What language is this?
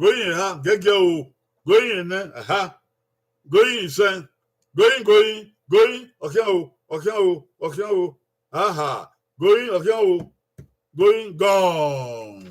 Bini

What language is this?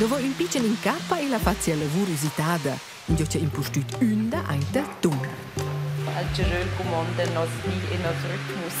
Romansh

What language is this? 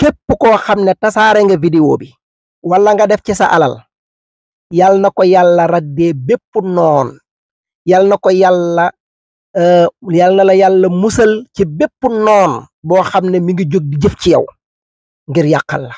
Wolof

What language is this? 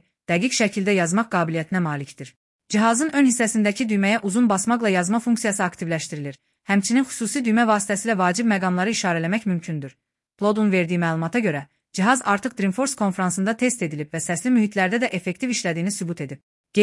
Azerbaijani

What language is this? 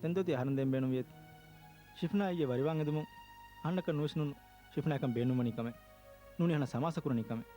Divehi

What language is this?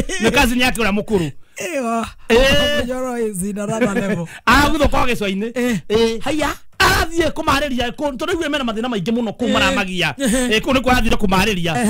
Kikuyu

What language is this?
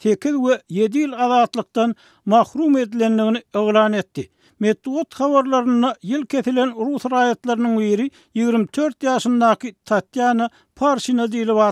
Turkmen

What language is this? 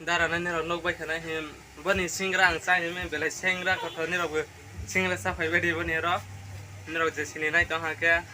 Kok Borok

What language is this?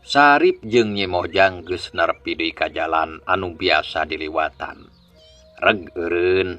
Sundanese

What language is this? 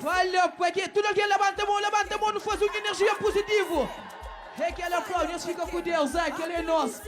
Kabuverdianu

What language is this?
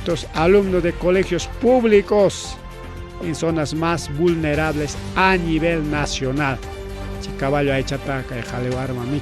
Ayacucho Quechua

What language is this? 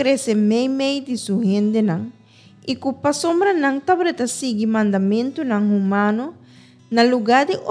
Papiamento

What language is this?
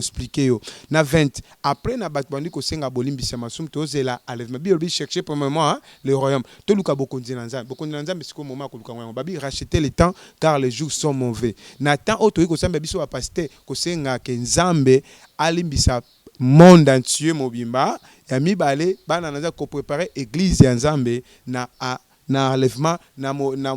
Lingala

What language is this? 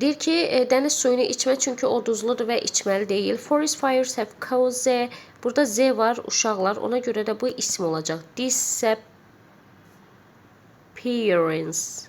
Azerbaijani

